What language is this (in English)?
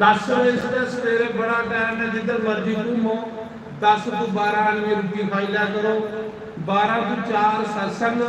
Dogri